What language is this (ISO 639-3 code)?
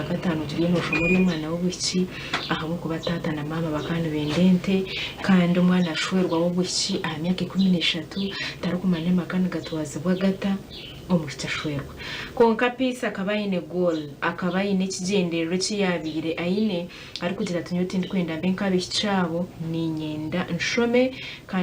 nyn